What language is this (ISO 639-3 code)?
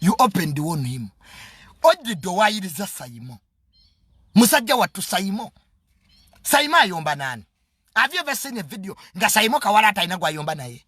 lug